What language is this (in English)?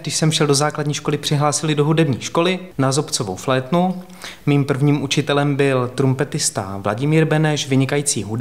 Czech